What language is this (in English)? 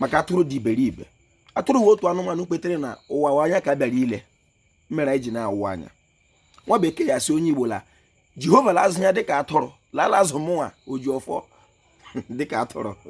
Igbo